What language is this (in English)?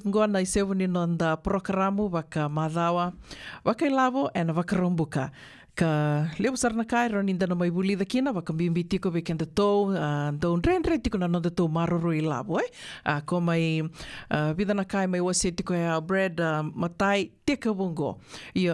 Fijian